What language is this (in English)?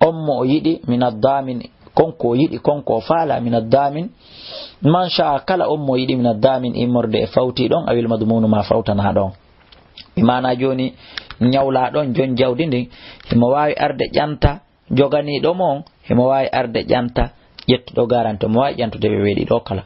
Fula